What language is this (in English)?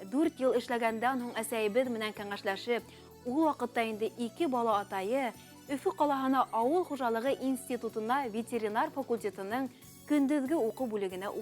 Bashkir